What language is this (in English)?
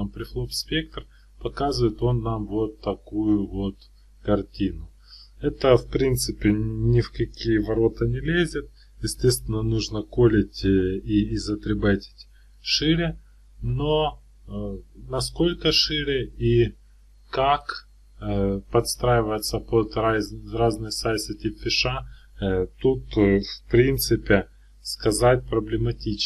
Russian